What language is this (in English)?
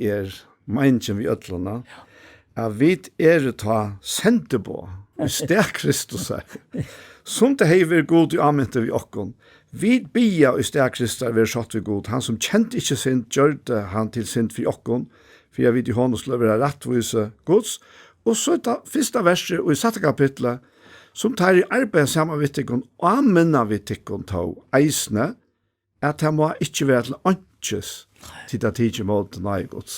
Faroese